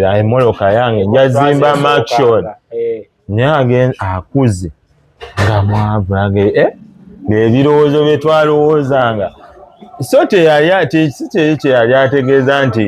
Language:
Ganda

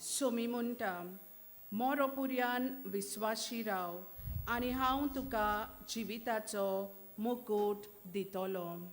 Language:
Konkani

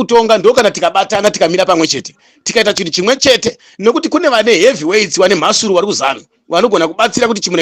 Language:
Shona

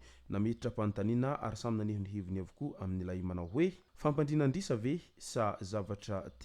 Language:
Malagasy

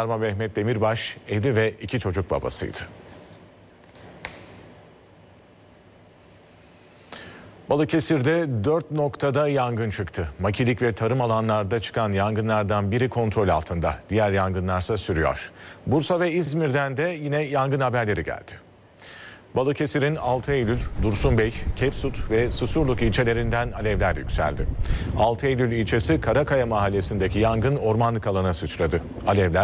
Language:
Turkish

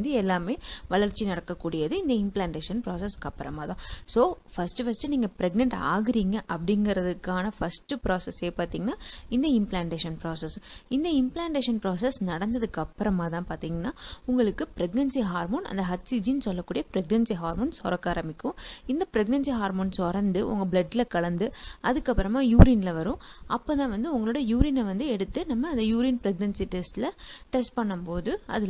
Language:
Tamil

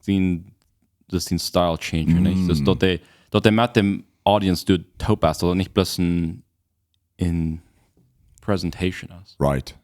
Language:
Plautdietsch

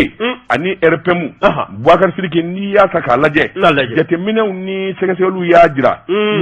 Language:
Bambara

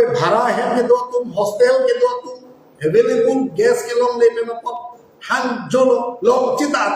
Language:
Karbi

